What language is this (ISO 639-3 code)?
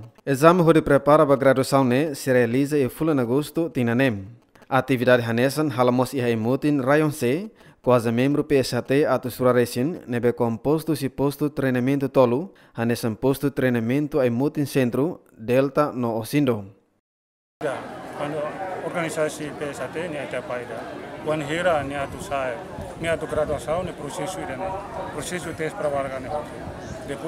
tet